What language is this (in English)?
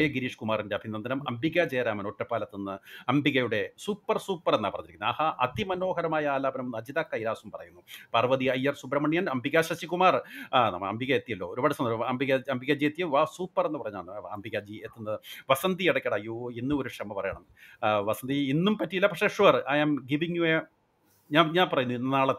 Malayalam